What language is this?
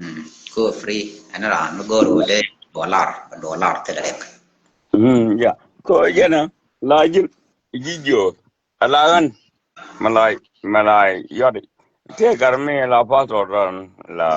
Nuer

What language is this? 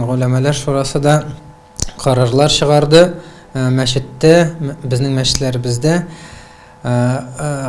Tatar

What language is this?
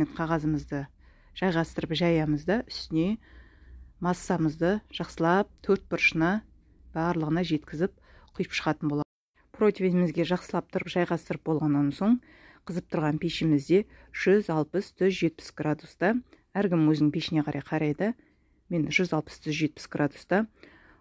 Kazakh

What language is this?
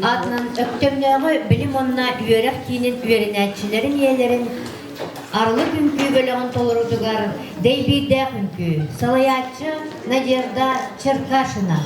Yakut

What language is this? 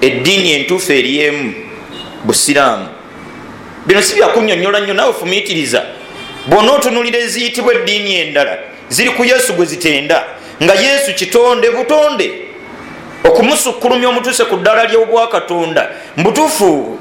Ganda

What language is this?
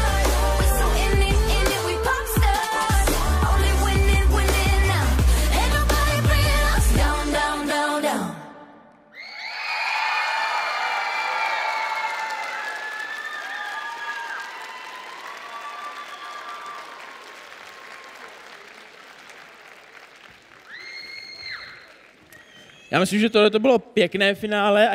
Czech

